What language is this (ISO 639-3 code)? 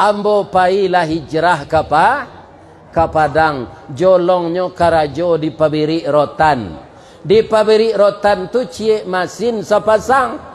min